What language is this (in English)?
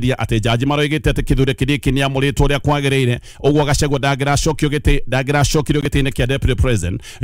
Kikuyu